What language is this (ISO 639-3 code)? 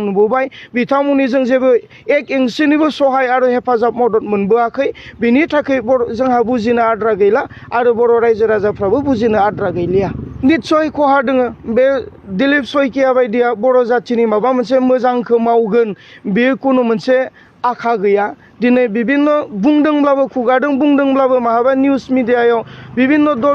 brx